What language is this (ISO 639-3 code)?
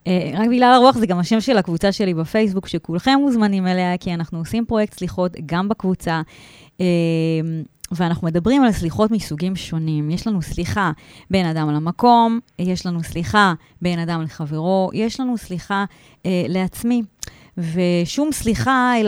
heb